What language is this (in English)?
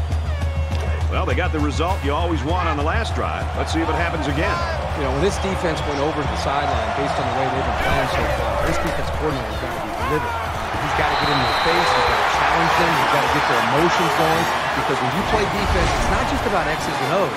English